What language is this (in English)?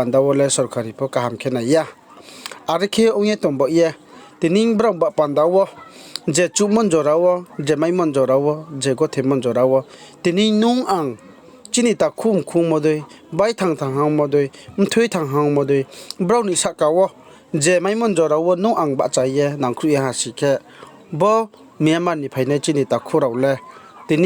Riang (India)